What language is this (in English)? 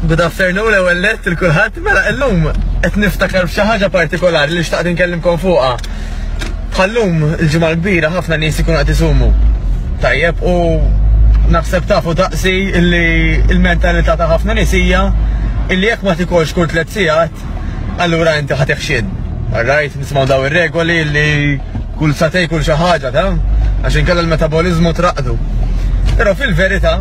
Maltese